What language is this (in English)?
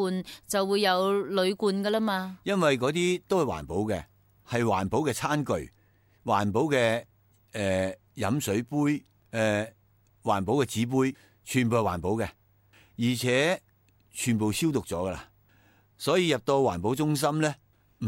Cantonese